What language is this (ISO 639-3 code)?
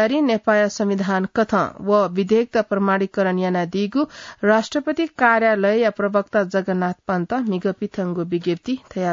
new